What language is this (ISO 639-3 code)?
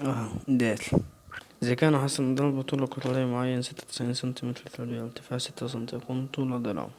arz